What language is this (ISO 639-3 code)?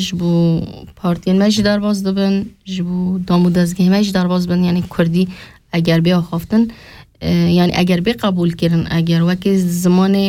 kur